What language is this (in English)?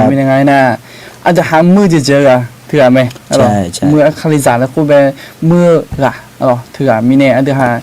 Akha